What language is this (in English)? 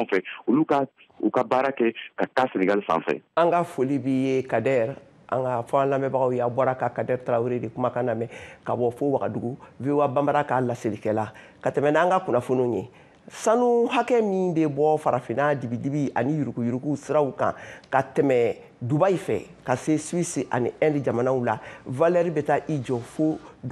Bambara